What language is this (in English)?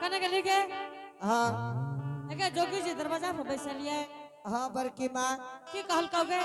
Angika